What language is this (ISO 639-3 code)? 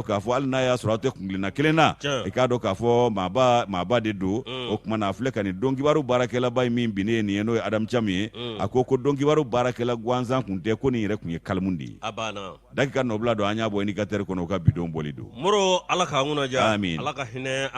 bam